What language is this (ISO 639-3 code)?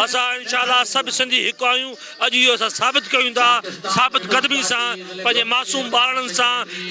snd